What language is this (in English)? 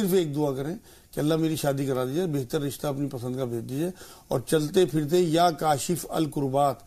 Urdu